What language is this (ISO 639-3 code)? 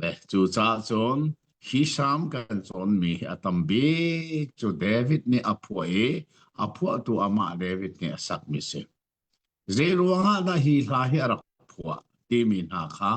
cnh